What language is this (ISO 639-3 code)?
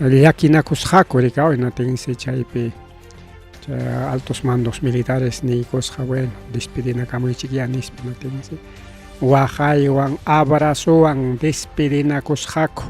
quy